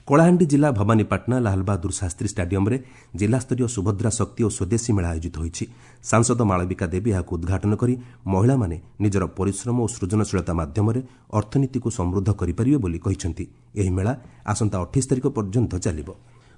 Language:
Odia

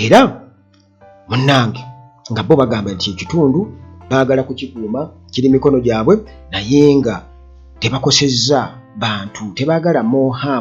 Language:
Ganda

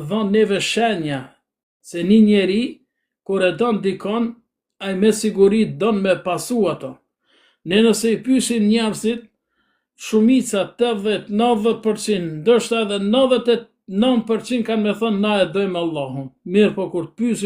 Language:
Albanian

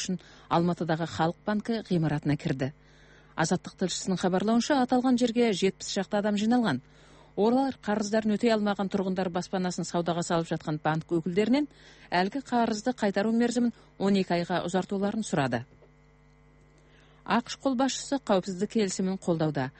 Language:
Kazakh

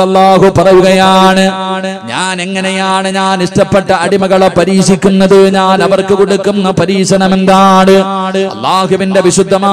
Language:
Malayalam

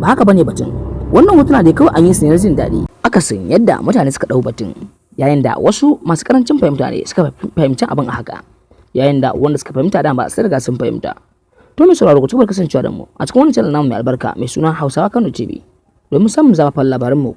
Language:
Hausa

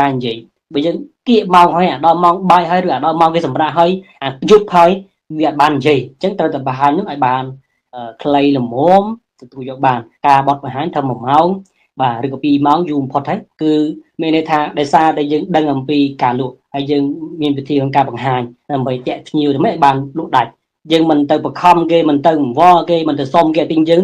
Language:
Khmer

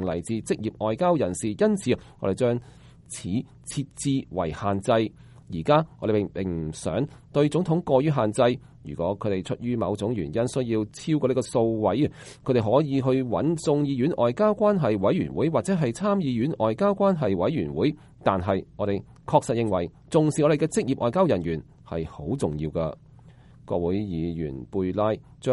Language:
Cantonese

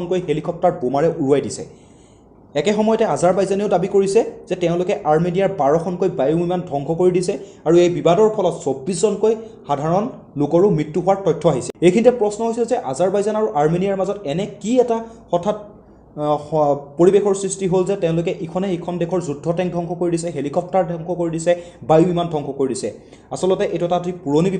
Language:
Assamese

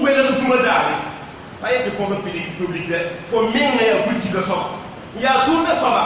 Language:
Mossi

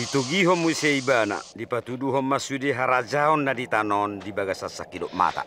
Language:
Batak Toba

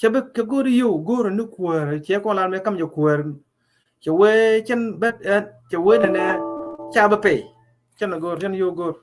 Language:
Nuer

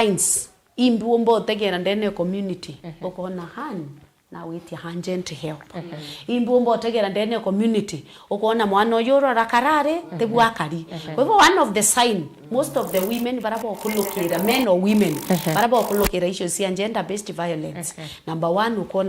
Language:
Meru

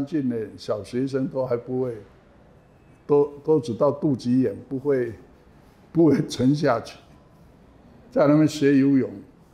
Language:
Chinese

